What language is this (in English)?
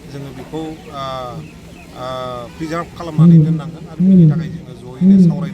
Bodo